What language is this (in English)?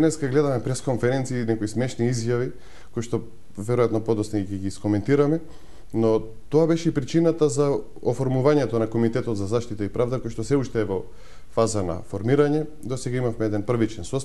Macedonian